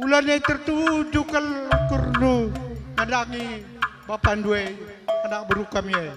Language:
Batak Karo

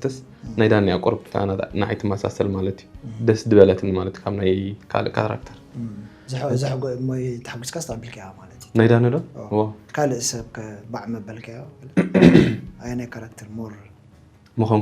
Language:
Tigrinya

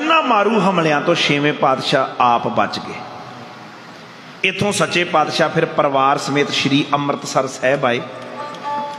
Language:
Punjabi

